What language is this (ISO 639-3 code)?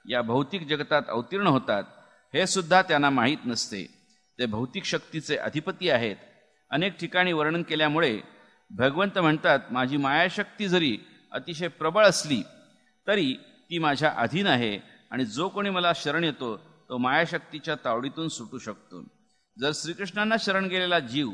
mar